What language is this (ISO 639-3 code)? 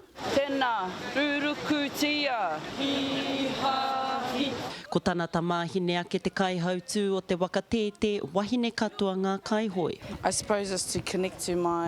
mri